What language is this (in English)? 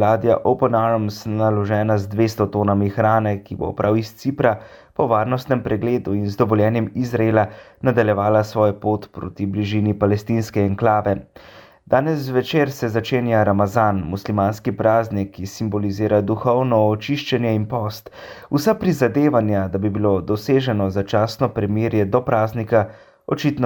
Slovenian